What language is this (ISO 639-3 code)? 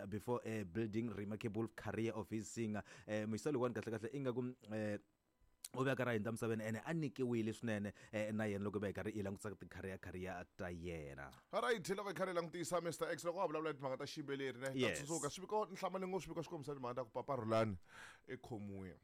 tso